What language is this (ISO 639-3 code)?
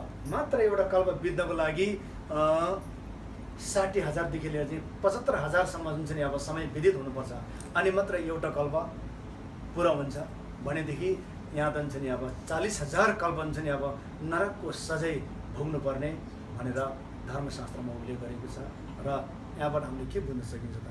nep